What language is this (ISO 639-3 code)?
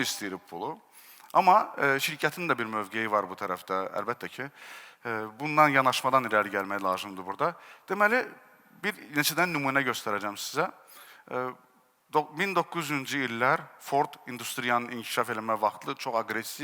aze